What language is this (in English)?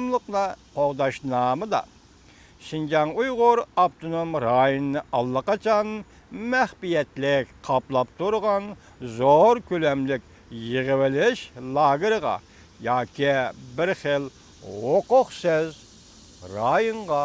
Uyghur